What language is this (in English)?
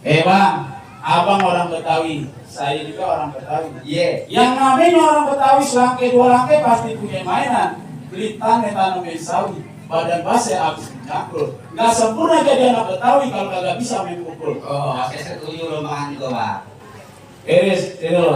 Betawi